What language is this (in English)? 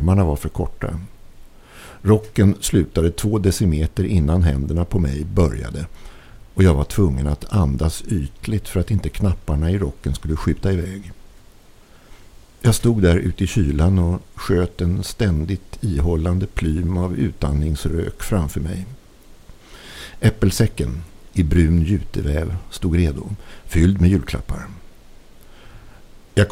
Swedish